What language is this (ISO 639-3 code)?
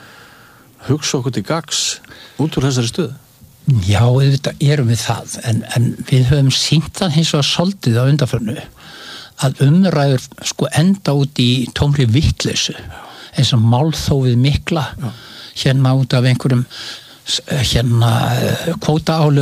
isl